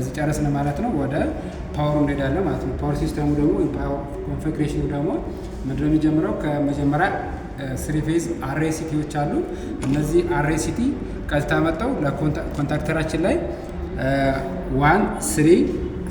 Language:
Amharic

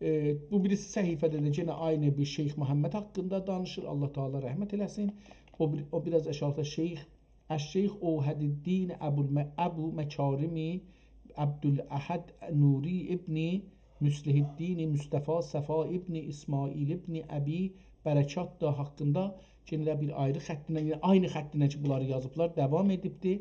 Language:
South Azerbaijani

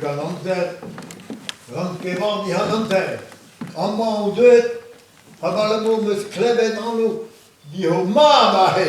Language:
Breton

